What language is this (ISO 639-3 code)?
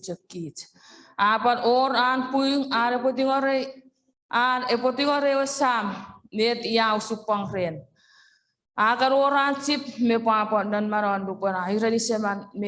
chk